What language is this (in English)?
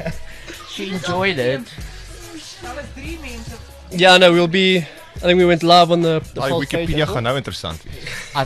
Afrikaans